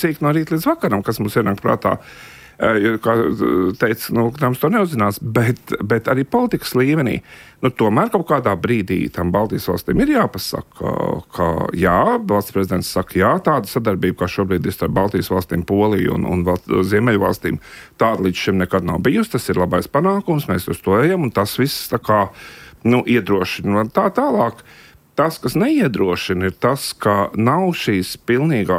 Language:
Latvian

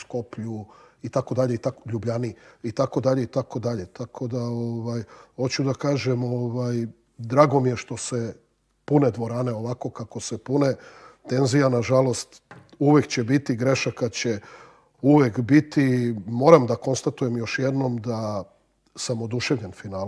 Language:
Serbian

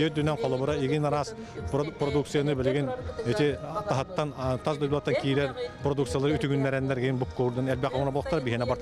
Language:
Yakut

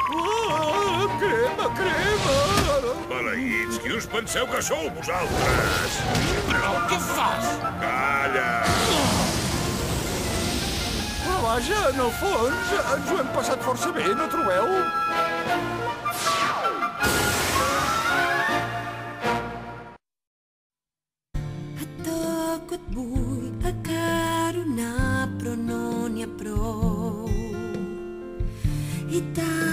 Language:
Catalan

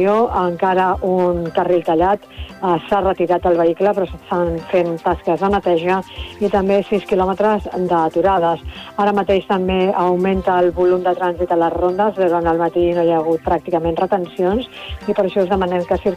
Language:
Catalan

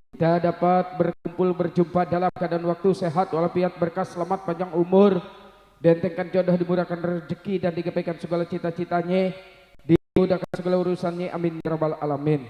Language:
Betawi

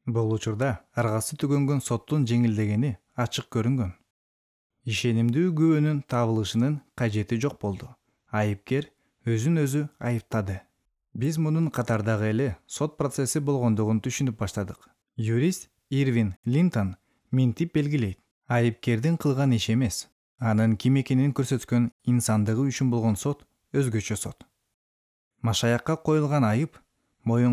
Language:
Kyrgyz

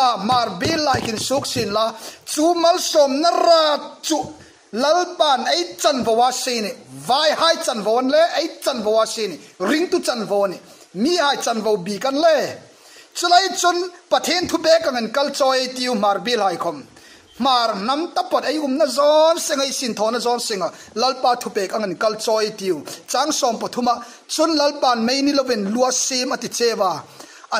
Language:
Hmar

